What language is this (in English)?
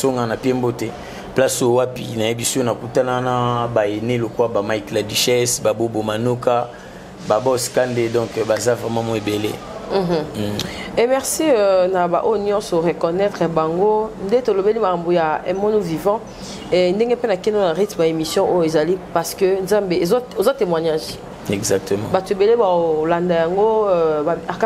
Lingala